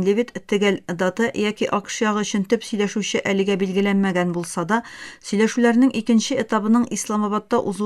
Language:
Tatar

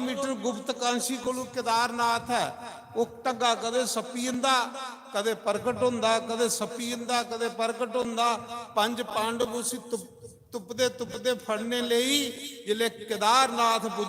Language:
Dogri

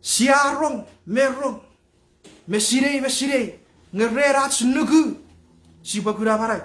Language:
Chuukese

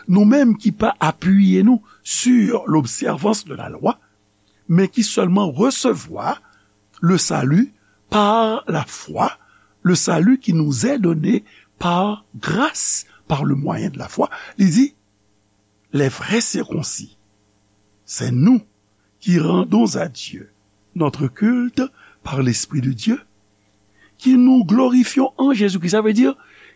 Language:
Haitian Creole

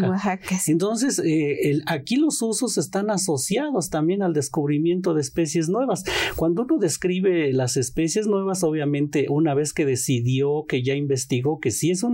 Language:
Spanish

